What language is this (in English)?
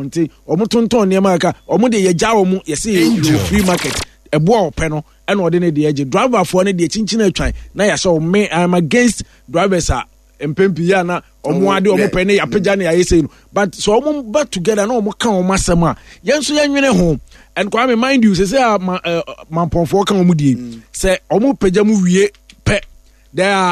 Akan